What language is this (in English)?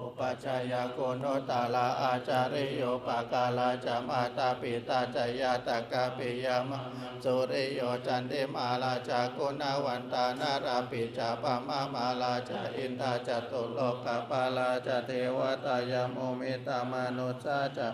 Pali